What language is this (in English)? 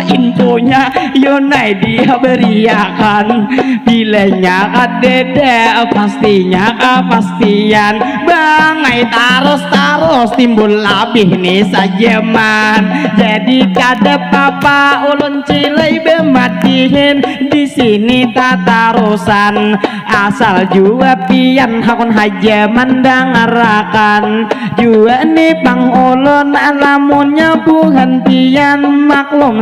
Banjar